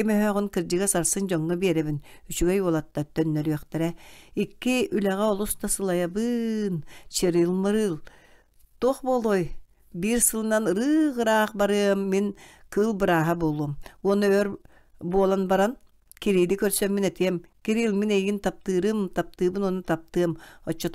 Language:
Yakut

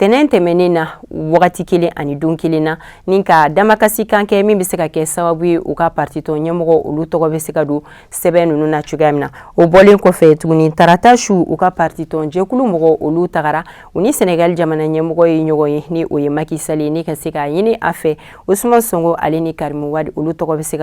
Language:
Bambara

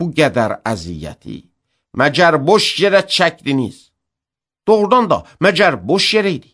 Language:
Azerbaijani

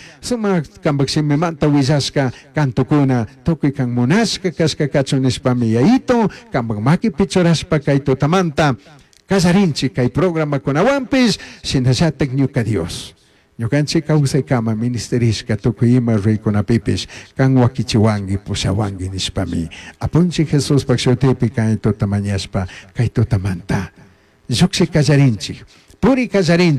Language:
Chimborazo Highland Quichua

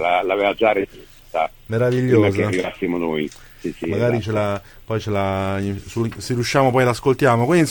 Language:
Italian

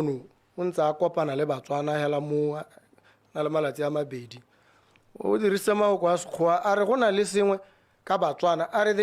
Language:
Tswana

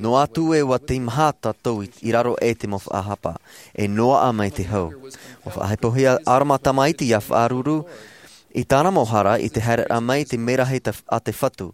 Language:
Tahitian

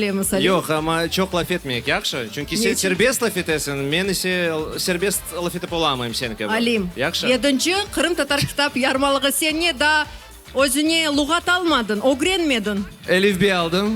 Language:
Crimean Tatar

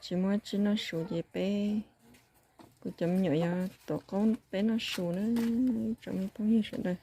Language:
Hmong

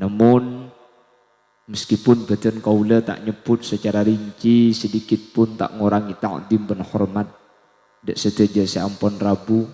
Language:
Madurese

